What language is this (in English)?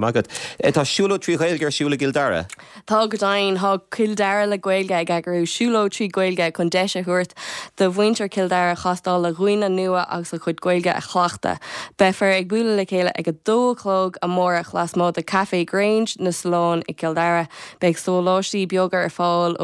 Irish